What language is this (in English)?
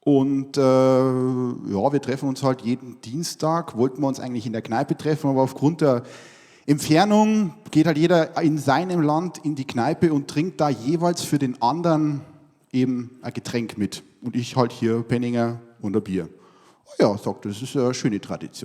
Bavarian